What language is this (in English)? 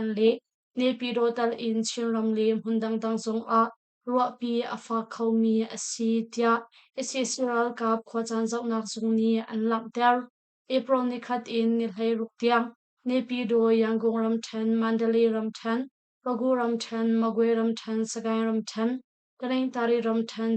Hakha Chin